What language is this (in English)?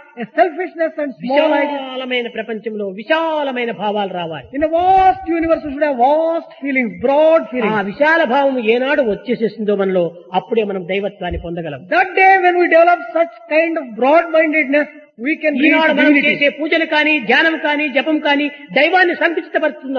Telugu